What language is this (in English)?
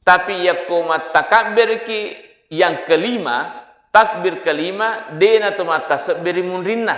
Buginese